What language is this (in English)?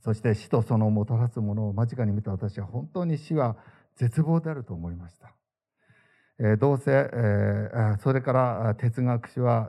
Japanese